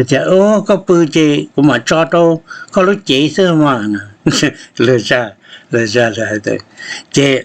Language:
Hmong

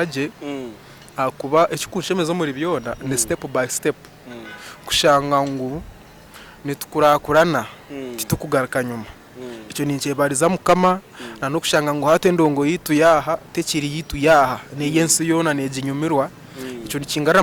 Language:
Nyankole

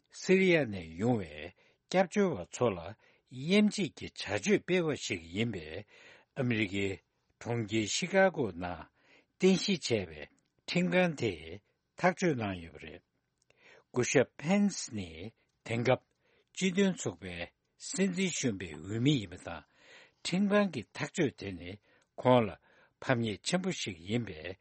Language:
Tibetan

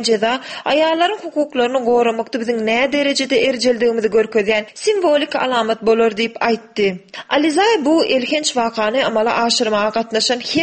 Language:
Turkmen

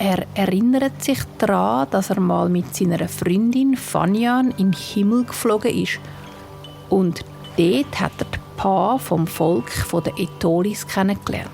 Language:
Swiss German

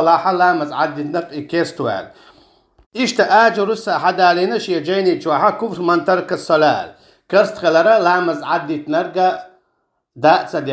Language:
Chechen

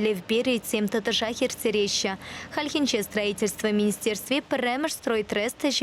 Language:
Chuvash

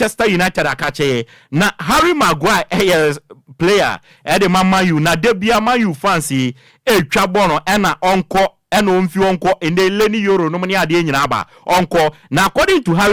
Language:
Akan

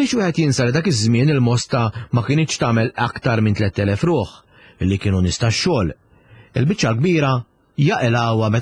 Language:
Maltese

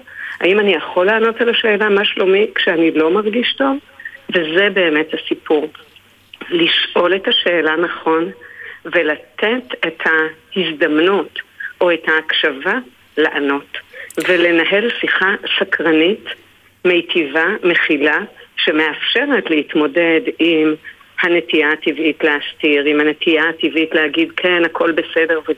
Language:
Hebrew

